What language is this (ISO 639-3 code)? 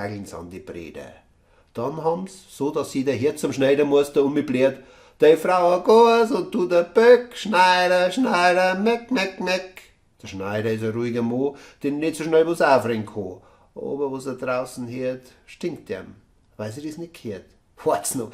bar